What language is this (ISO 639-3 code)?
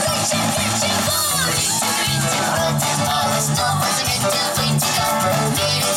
rus